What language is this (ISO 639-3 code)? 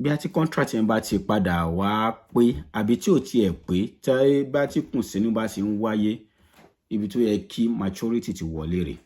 yor